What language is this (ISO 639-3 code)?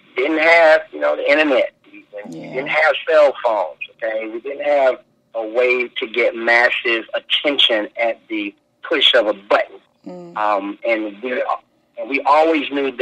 eng